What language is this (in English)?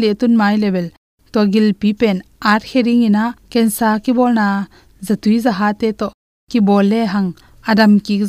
Tedim Chin